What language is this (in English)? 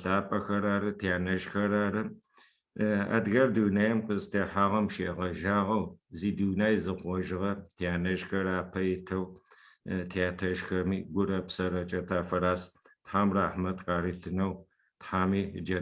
Adyghe